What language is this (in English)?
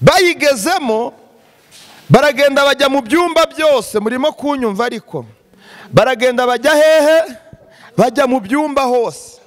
Kinyarwanda